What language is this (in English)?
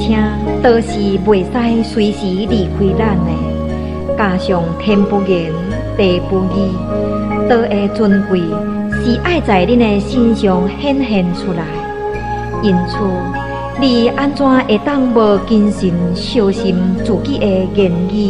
Min Nan Chinese